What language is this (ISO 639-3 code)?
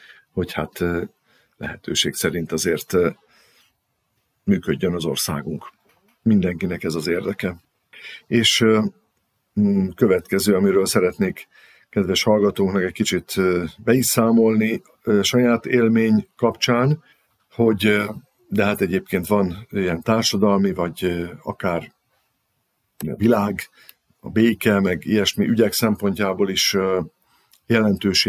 hun